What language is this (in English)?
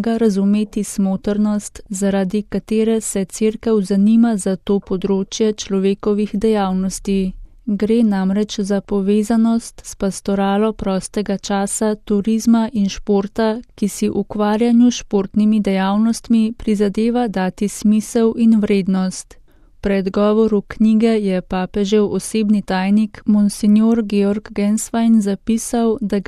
Slovenian